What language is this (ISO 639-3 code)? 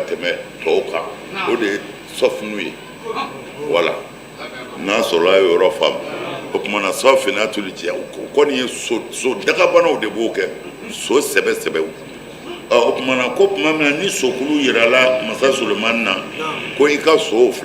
bam